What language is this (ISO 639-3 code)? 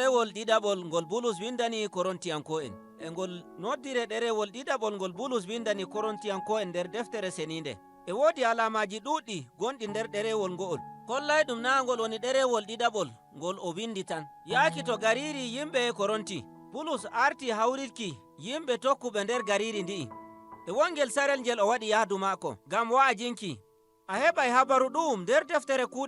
fuv